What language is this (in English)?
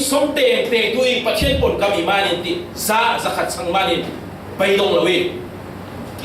Falam Chin